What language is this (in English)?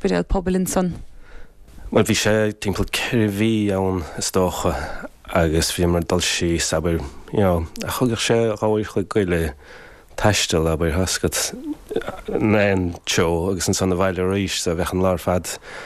Irish